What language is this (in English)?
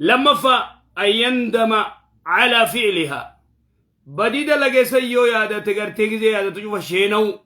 Oromo